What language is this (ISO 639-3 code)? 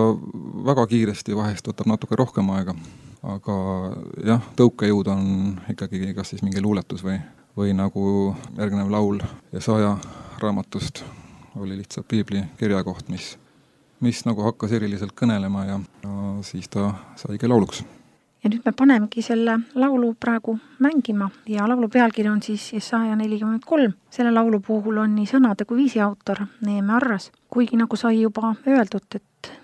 est